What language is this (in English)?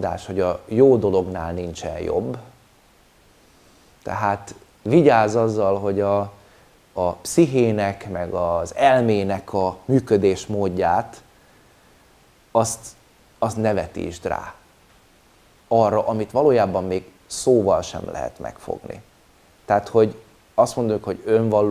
Hungarian